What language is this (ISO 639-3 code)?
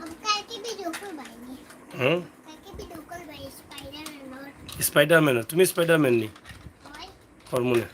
syl